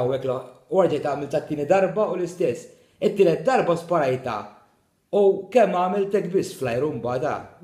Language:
Maltese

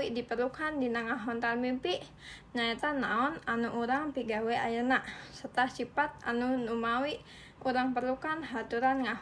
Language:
Sundanese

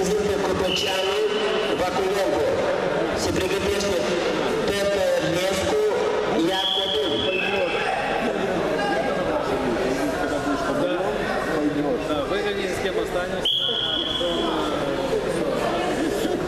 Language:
Romanian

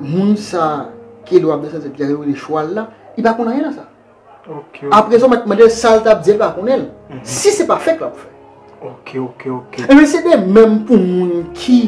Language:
Haitian Creole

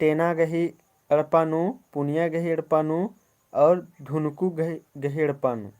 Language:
Kurukh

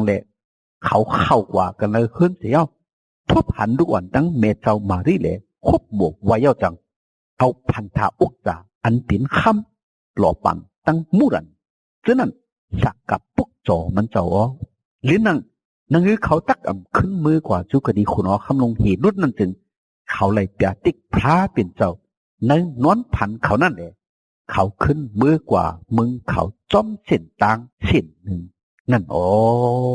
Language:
Shan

